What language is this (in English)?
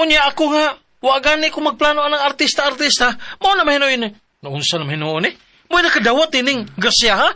Cebuano